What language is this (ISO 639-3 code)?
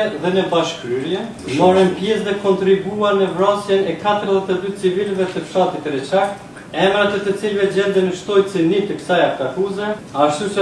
sqi